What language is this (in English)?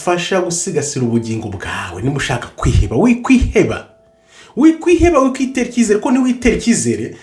Kinyarwanda